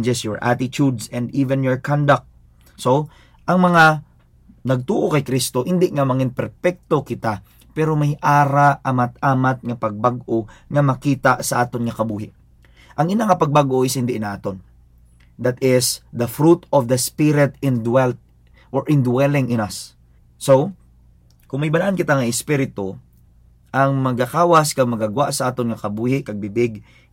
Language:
Hiligaynon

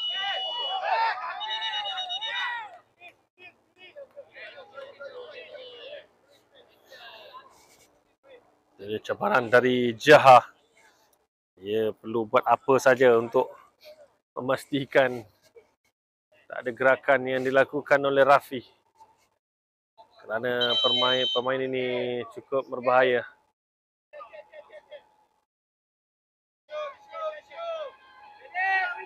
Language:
Malay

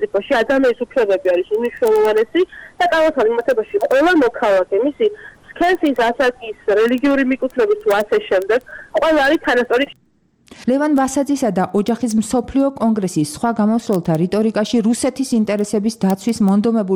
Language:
Georgian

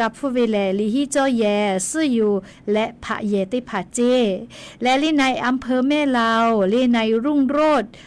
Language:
Lahu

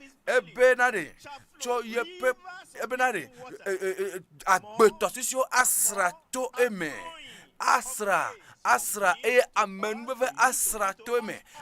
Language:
Ewe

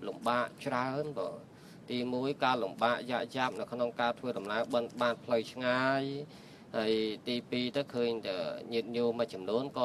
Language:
Khmer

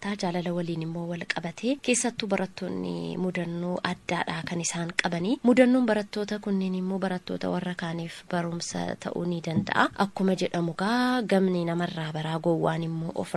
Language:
Oromo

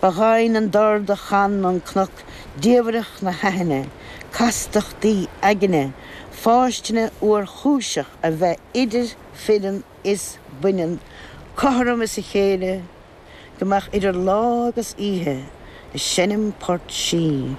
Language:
Irish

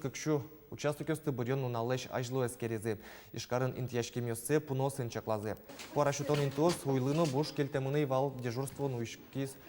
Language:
Udmurt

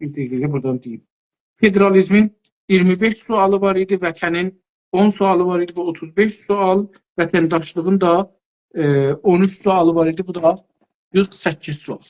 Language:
South Azerbaijani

